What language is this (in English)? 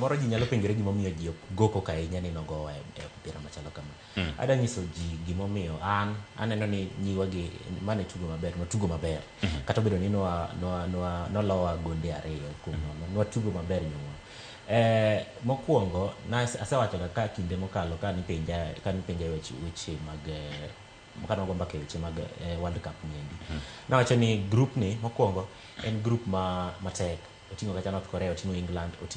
Luo (Kenya and Tanzania)